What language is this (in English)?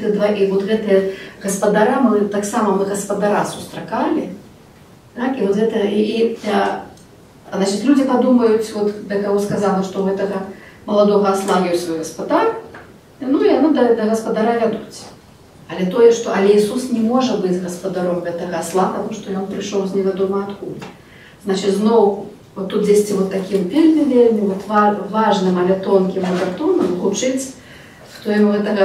Belarusian